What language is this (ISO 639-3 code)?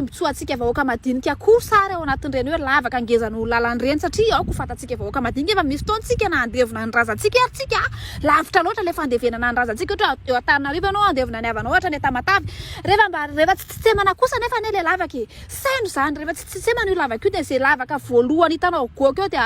mlg